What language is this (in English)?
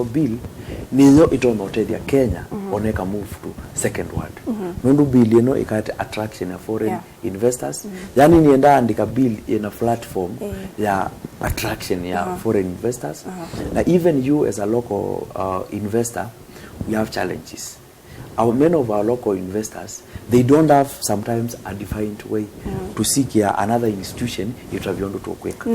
Kamba